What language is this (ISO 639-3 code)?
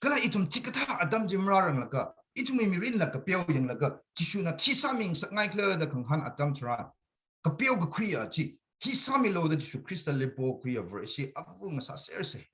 nmf